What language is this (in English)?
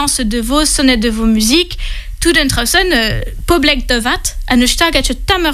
Breton